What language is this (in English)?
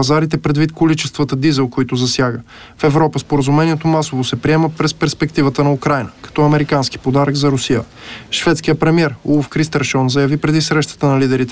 Bulgarian